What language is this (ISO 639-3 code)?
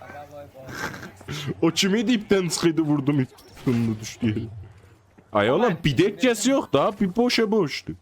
azb